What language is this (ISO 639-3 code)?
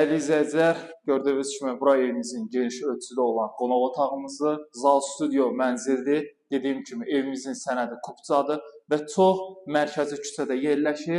aze